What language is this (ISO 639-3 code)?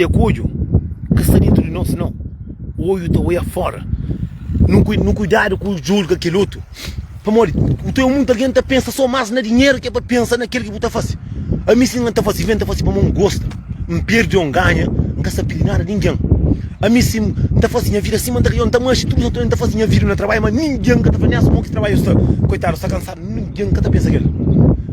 kea